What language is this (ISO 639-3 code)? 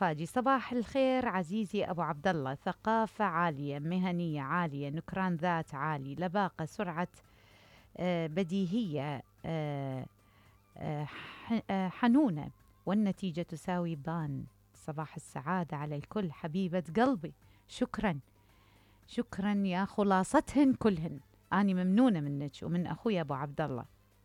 acm